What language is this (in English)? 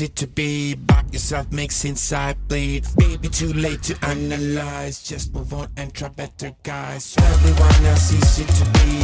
Estonian